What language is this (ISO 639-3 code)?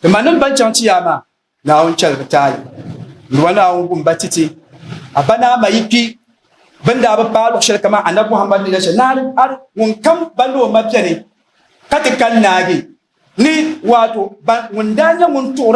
dag